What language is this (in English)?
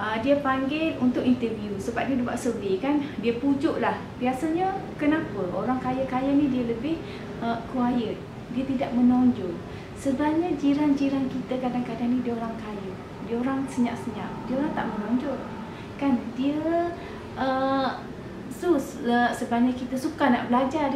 Malay